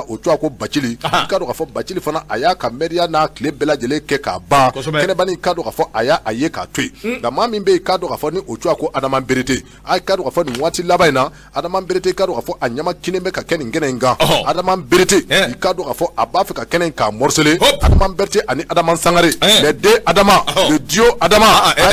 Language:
Bambara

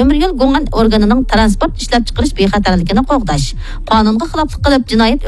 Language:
Uyghur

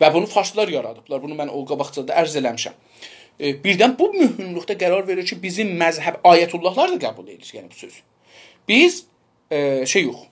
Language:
South Azerbaijani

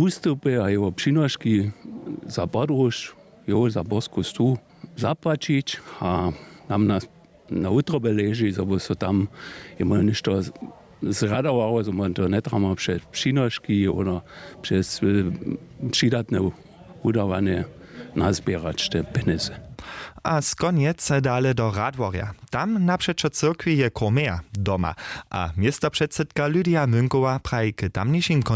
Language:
Upper Sorbian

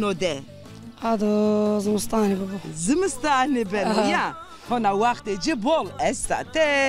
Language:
Zaza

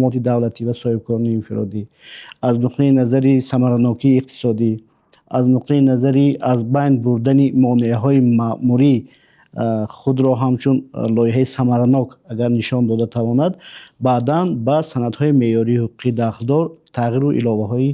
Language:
Tajik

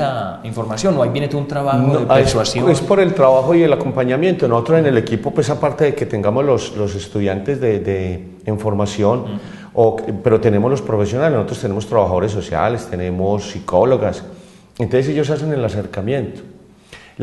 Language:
Spanish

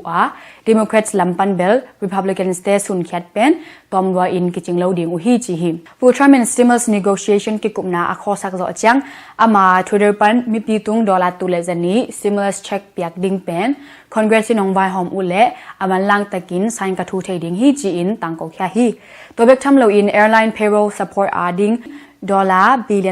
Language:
Tedim Chin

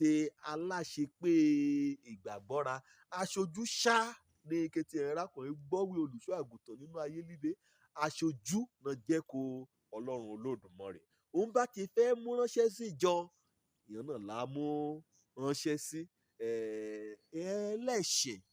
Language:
Yoruba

